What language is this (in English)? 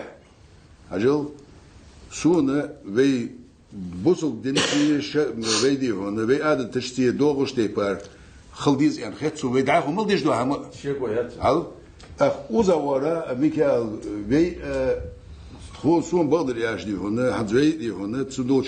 Ingush